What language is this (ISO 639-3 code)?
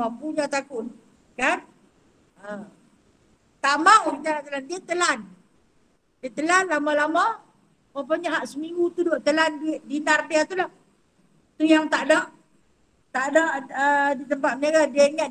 msa